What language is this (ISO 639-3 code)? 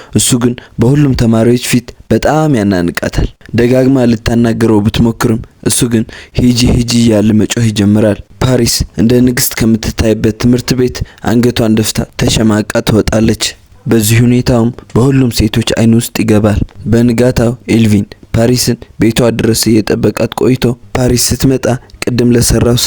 amh